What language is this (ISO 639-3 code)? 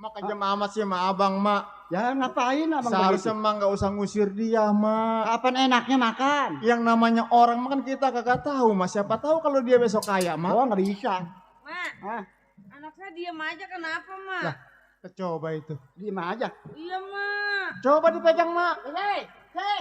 bew